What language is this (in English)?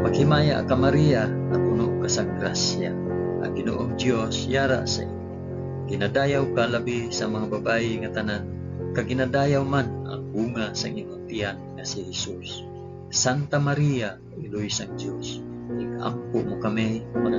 Hiligaynon